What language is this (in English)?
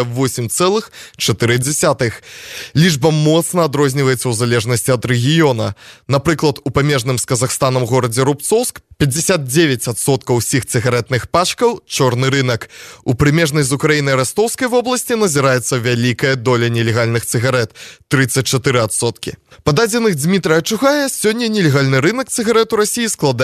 Belarusian